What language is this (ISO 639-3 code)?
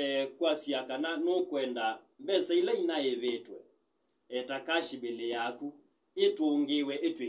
kam